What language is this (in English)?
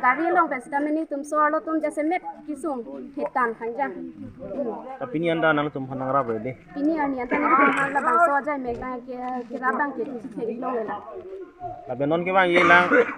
Karbi